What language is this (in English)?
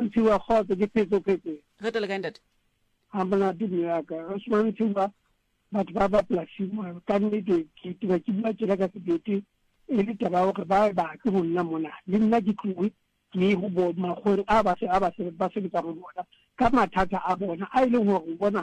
Southern Sotho